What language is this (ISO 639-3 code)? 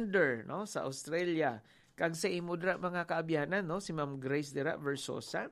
hil